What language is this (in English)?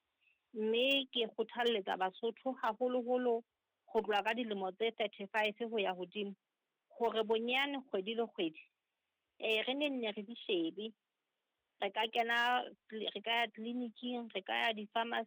Southern Sotho